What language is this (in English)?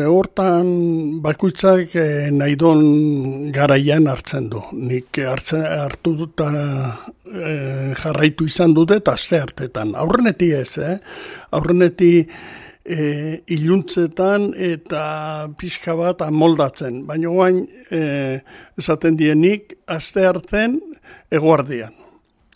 Basque